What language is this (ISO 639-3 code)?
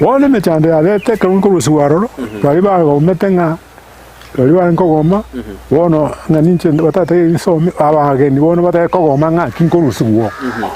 guz